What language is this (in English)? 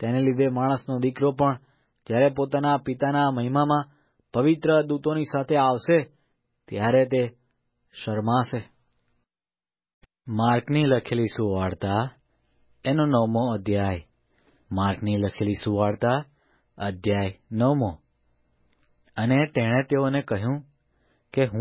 Gujarati